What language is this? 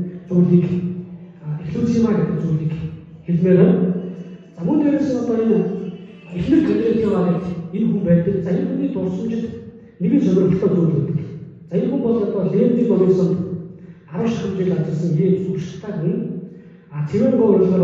Mongolian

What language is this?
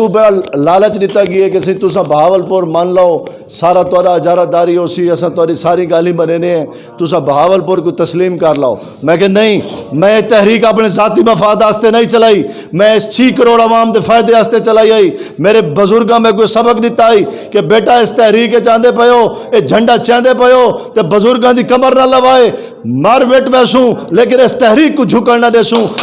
Saraiki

